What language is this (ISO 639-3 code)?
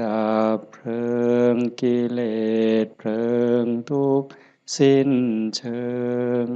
tts